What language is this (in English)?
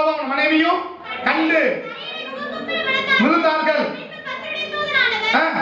Tamil